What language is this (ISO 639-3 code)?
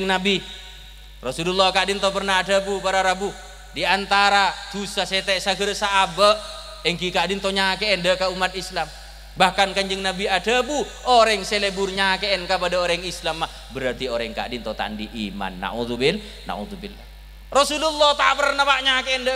mad